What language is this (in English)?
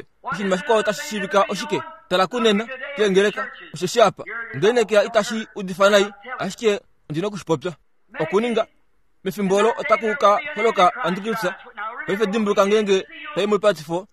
Kuanyama